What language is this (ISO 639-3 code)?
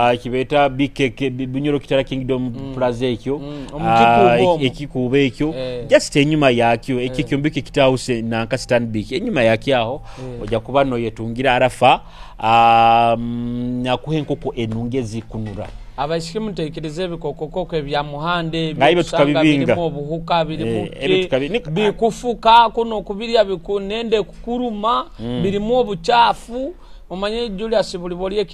nyo